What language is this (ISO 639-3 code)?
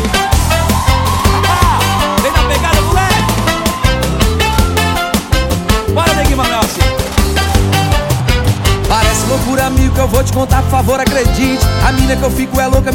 por